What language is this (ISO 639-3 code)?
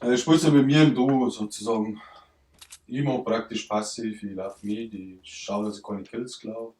bar